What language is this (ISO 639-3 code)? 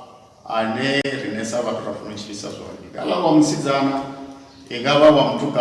ven